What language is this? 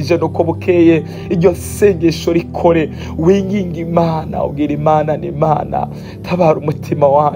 Rundi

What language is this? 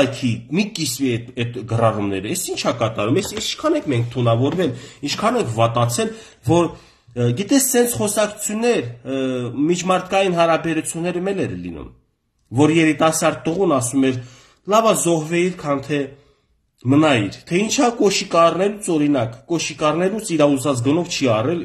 Armenian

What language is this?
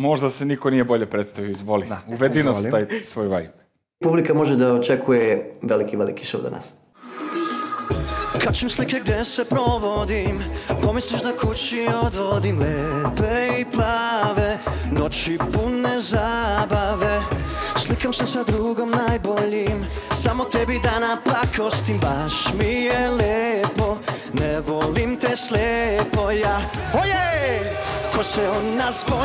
Serbian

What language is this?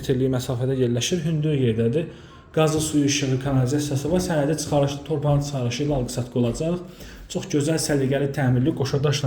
Azerbaijani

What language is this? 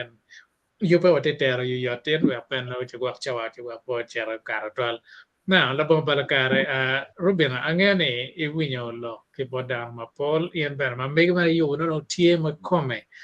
Acoli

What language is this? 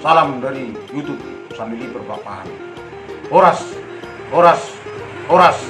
Batak Toba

